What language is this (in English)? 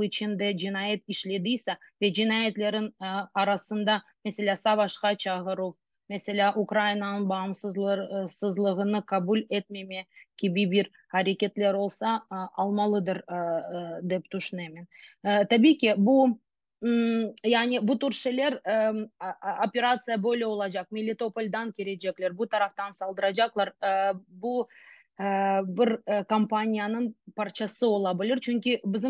Crimean Tatar